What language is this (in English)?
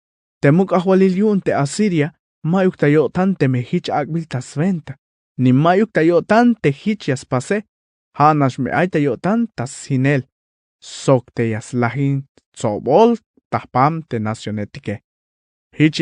Tzeltal